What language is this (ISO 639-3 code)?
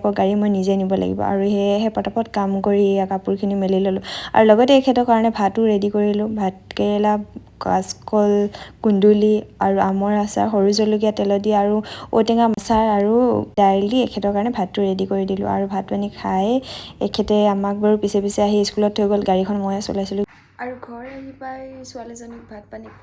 asm